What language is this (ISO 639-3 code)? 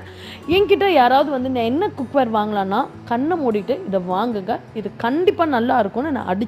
tam